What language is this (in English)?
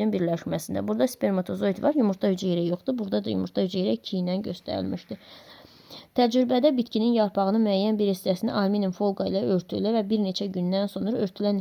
Azerbaijani